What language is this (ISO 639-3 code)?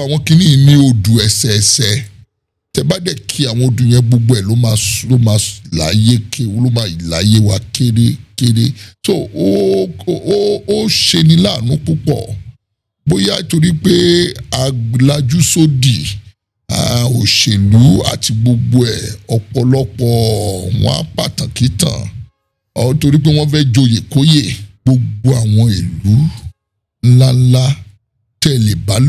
yor